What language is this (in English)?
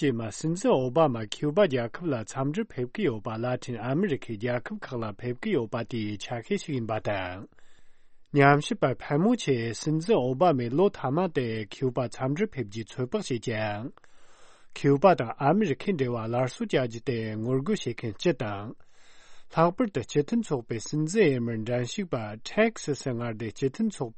Tibetan